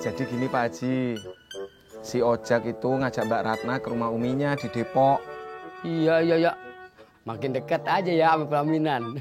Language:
Betawi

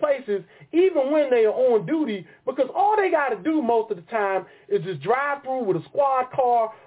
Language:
English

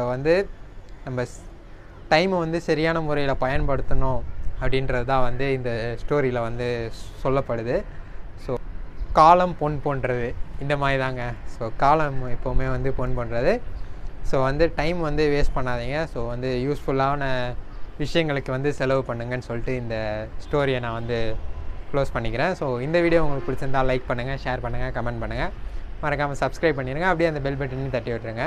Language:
Tamil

